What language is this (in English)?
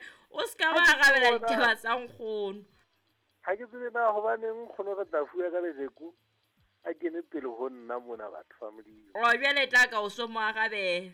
Southern Sotho